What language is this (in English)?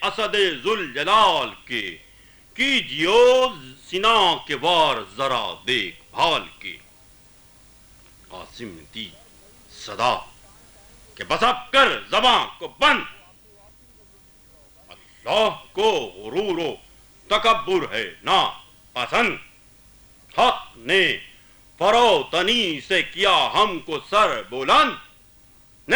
Urdu